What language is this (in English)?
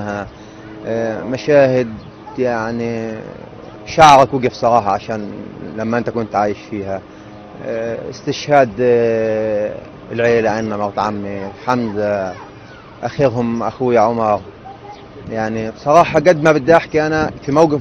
North Levantine Arabic